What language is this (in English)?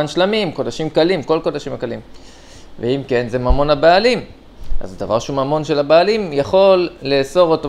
Hebrew